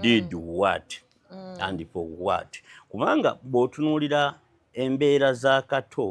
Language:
Ganda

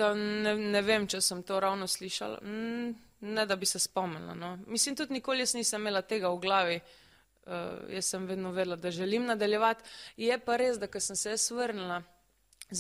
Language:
Slovenian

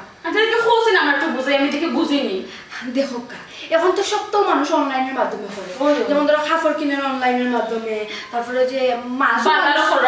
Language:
Sylheti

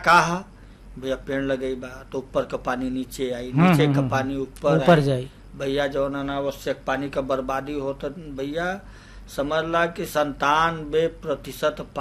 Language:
Bhojpuri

